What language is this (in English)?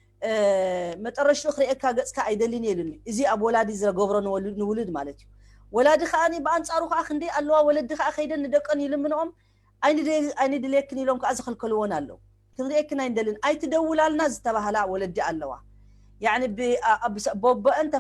Tigrinya